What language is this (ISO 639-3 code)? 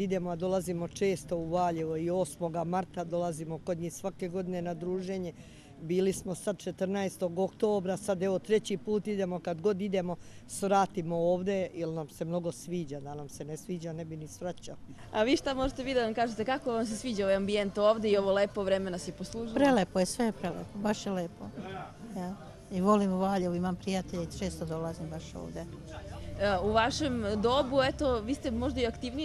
srp